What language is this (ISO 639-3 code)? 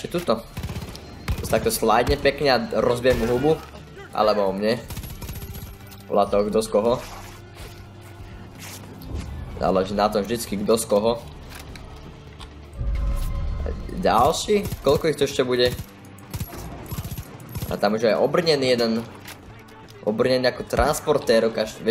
slk